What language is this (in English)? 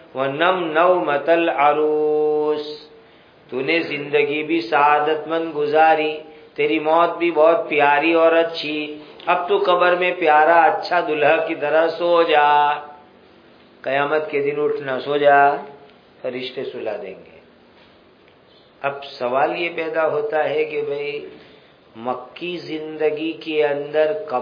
Urdu